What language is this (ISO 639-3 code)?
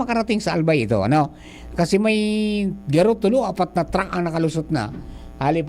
bik